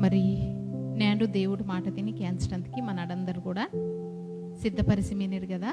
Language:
Koya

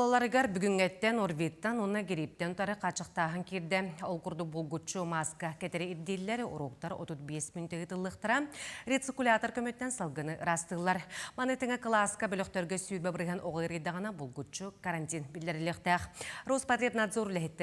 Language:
Yakut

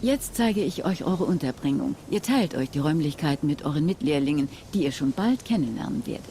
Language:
Swiss German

